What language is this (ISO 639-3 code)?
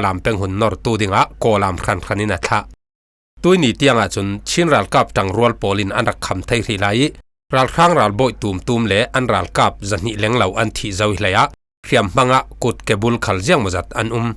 cfm